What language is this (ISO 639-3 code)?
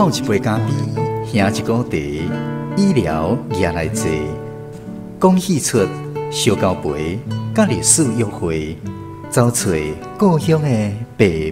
nan